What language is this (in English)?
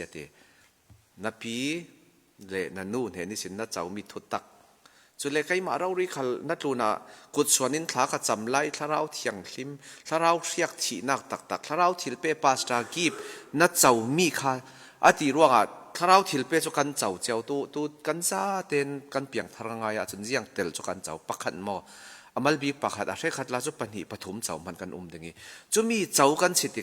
Falam Chin